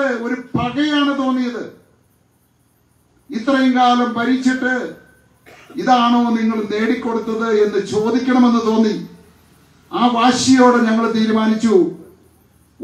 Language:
Malayalam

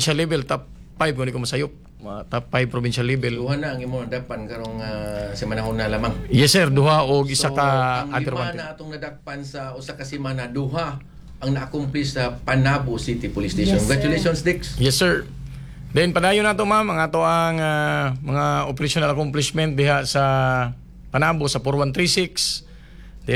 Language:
Cebuano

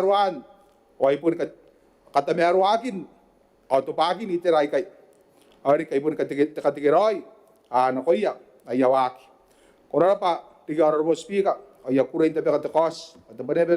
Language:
Gilbertese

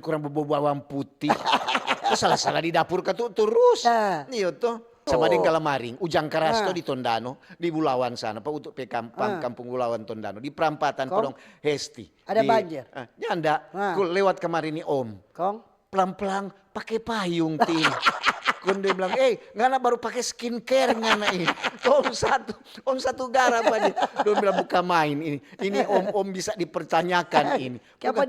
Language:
Manado Malay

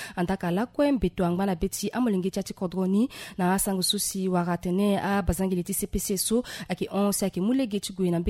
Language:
Sango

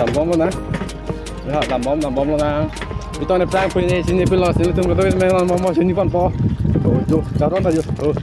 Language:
Karbi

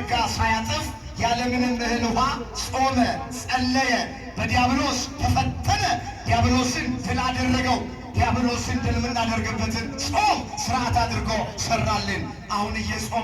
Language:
Amharic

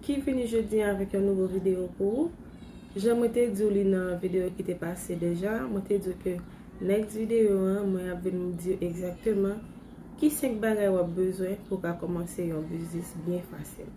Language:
Haitian Creole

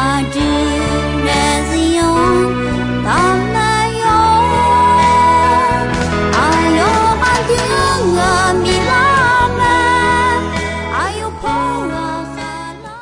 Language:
Akha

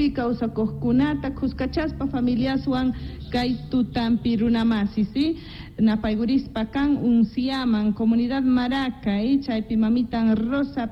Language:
South Bolivian Quechua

